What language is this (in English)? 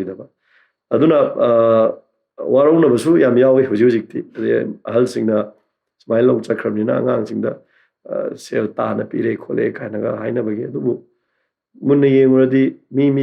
Manipuri